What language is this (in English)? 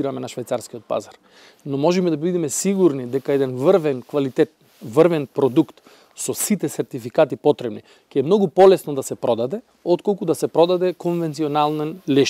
Macedonian